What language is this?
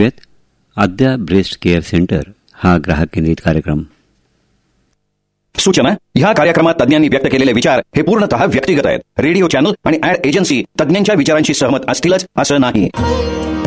Marathi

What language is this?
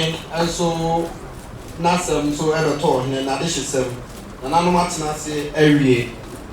Akan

